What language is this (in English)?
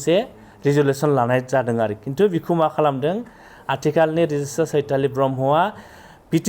Bodo